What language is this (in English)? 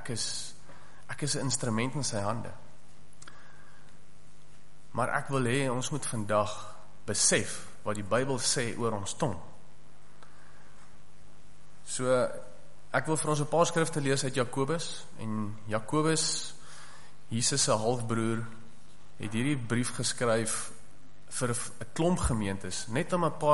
Afrikaans